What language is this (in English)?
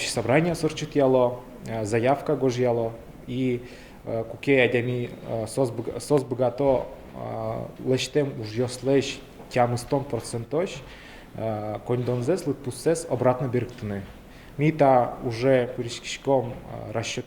Udmurt